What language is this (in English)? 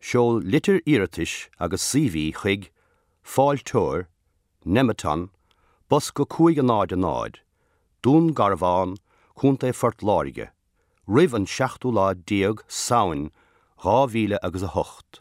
Irish